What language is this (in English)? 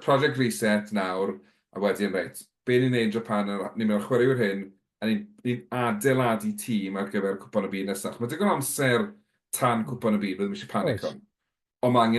Welsh